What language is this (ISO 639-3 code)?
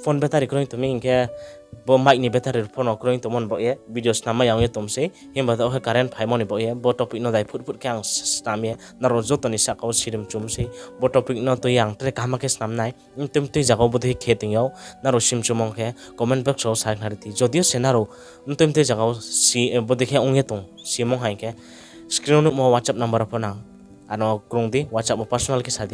ria